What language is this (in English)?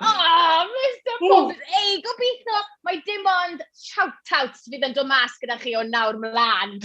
Welsh